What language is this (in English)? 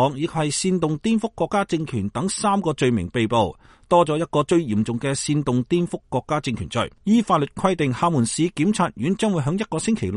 Cantonese